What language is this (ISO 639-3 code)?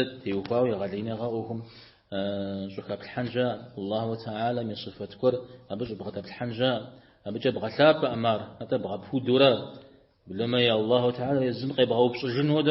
kbd